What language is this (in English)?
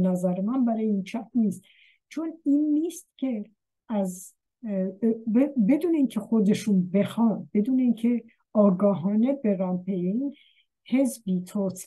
Persian